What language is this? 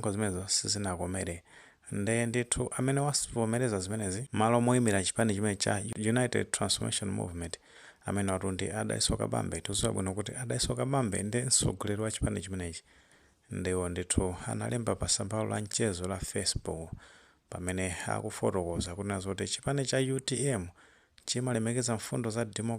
Nyanja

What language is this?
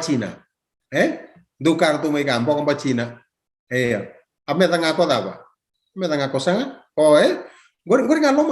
Fijian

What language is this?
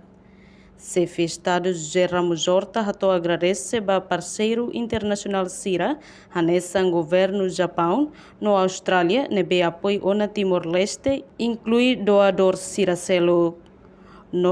Tetum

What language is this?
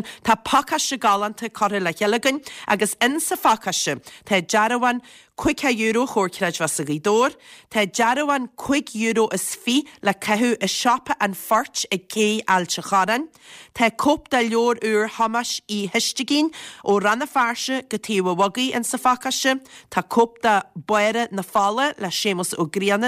Irish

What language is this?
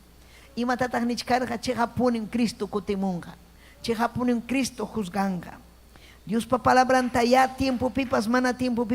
Ayacucho Quechua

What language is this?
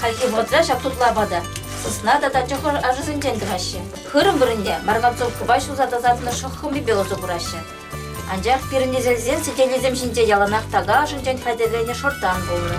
Chuvash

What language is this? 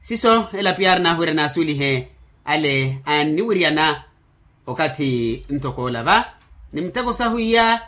Makhuwa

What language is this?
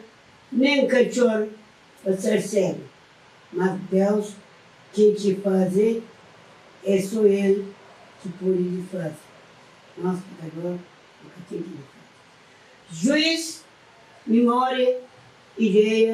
Kabuverdianu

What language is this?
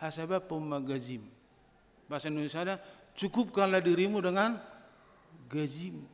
Batak Toba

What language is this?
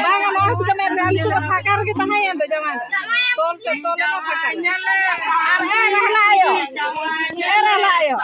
Santali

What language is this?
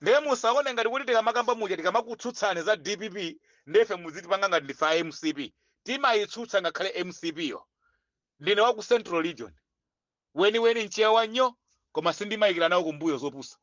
Nyanja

